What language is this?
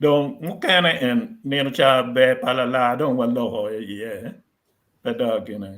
Acoli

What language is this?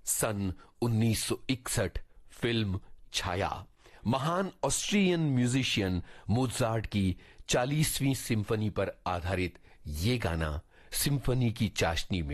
Hindi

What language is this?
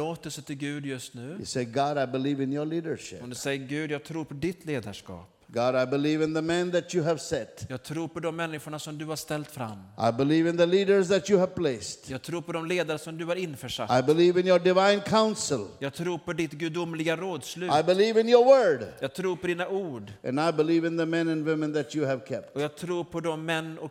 Swedish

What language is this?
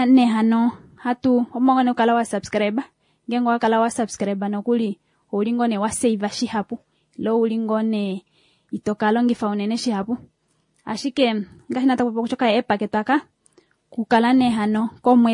Kuanyama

